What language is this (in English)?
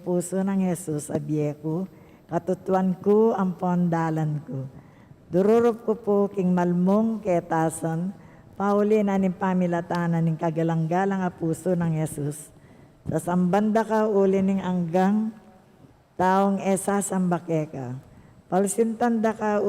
Pampanga